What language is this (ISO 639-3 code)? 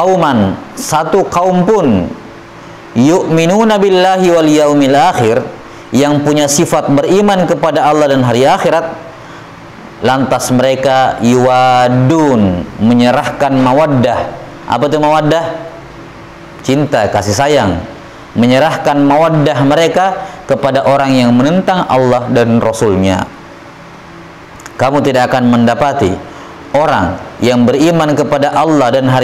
ind